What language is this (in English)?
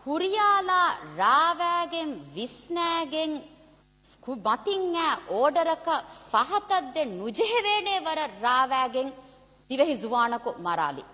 Divehi